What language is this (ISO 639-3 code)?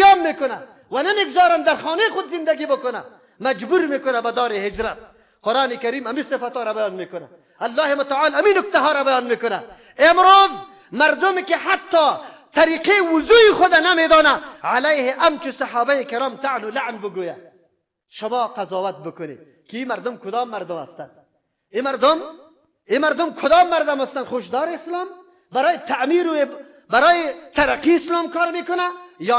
fas